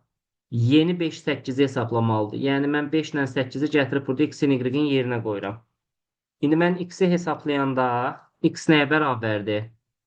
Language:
Azerbaijani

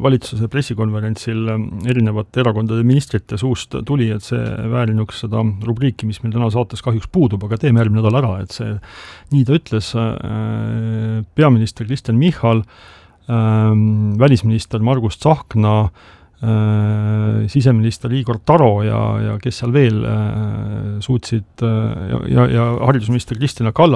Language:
Estonian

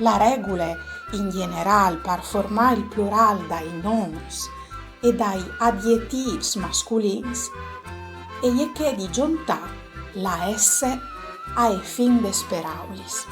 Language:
Friulian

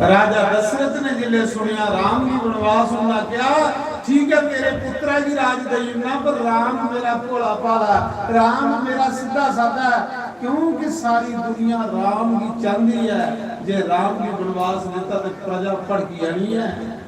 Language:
Dogri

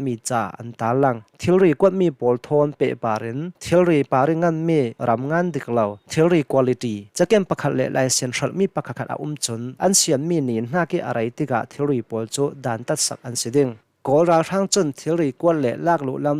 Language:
Hakha Chin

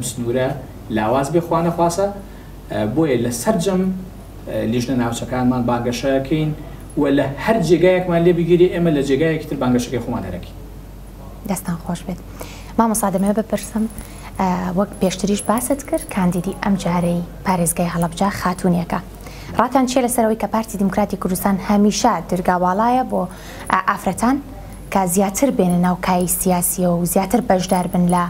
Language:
Central Kurdish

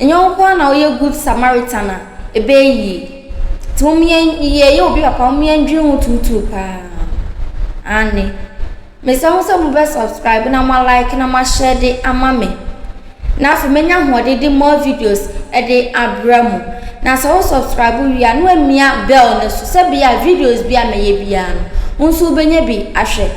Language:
Akan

